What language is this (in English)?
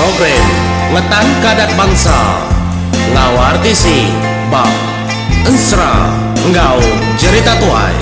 Iban